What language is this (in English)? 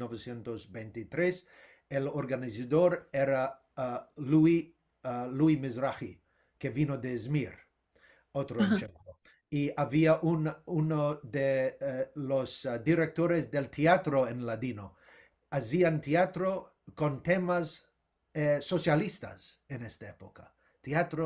Ladino